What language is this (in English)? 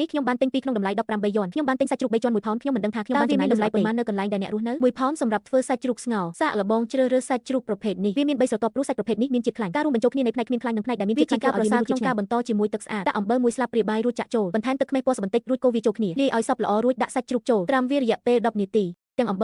Khmer